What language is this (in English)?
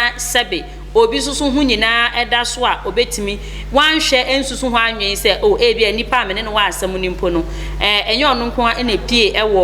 Akan